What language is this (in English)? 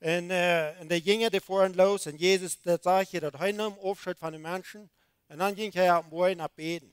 Plautdietsch